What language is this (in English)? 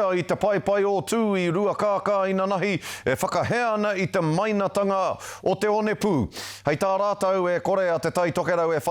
Māori